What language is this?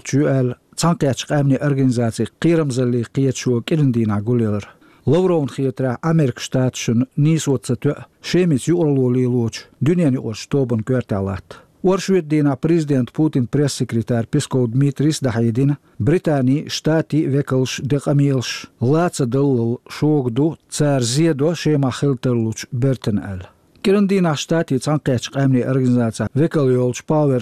Chechen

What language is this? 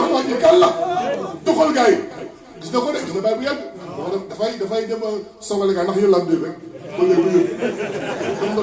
Wolof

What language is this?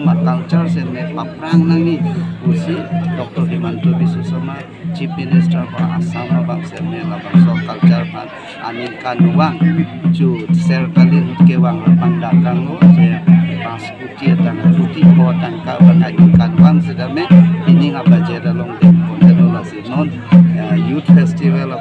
Karbi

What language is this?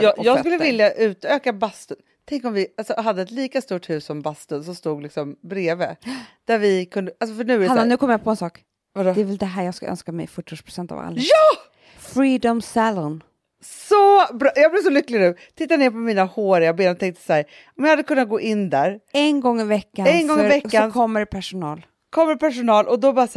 Swedish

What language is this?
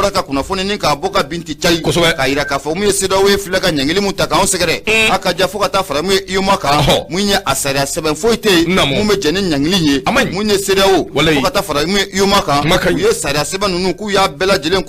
Bambara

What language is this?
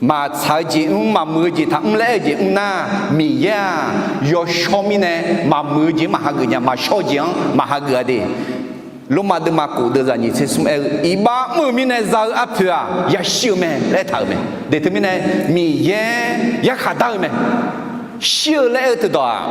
Akha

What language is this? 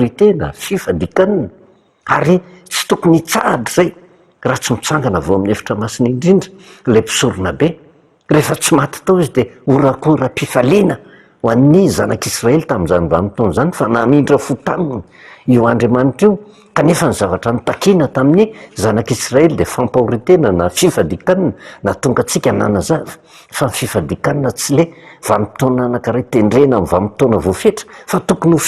Malagasy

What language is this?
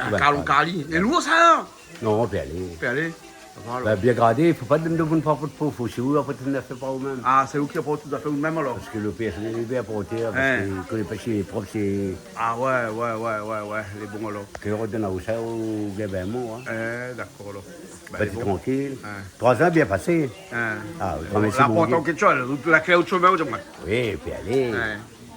Réunion Creole French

